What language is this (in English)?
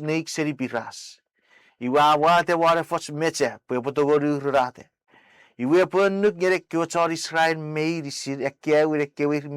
Chuukese